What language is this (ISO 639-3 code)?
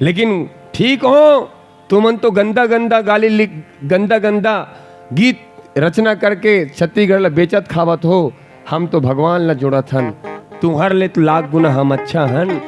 hne